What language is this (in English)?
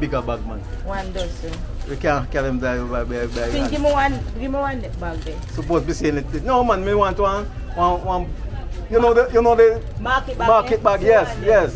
Jamaican Creole English